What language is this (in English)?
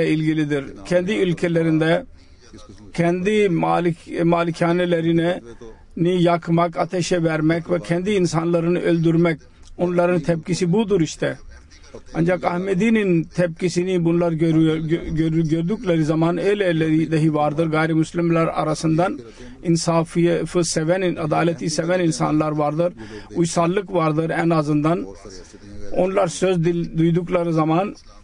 Turkish